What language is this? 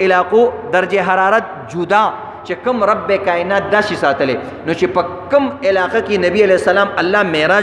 Pashto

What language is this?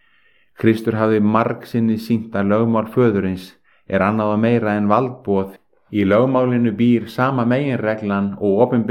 Icelandic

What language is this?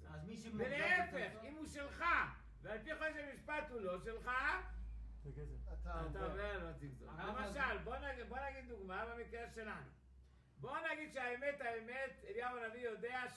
Hebrew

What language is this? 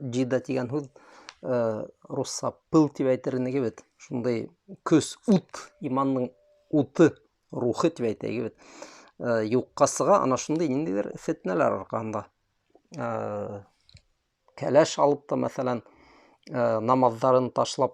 Bashkir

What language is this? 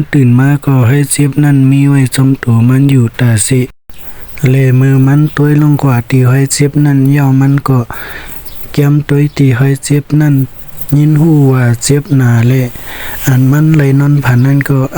Shan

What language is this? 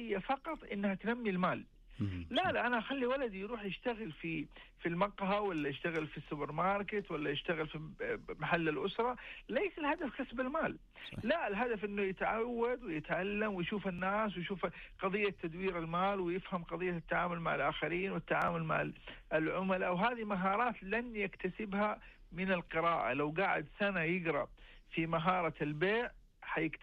Najdi Arabic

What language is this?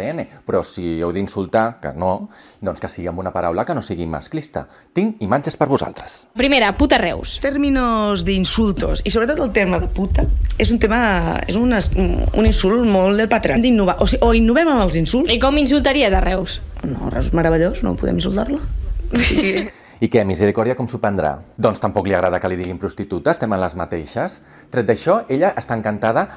Catalan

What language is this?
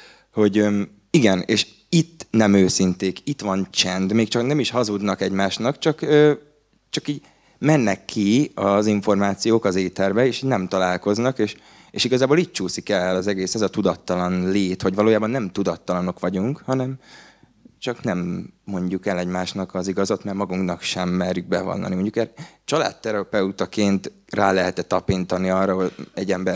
Hungarian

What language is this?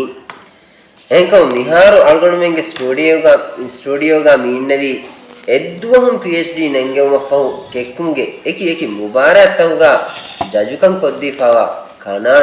Divehi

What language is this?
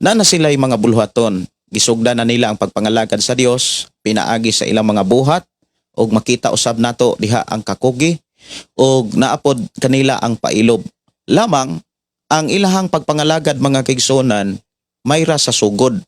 Cebuano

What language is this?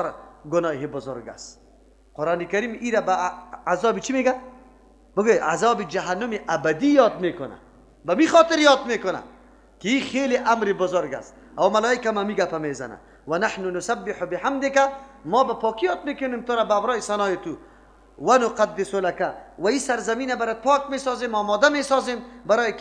Persian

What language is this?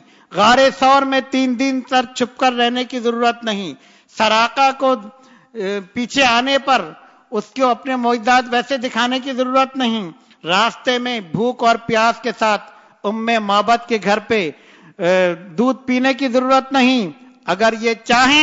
Urdu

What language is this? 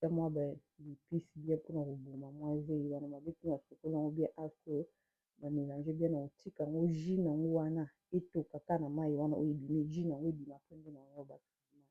Lingala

